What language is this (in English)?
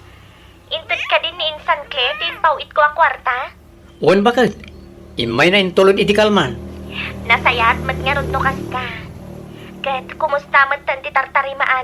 Iloko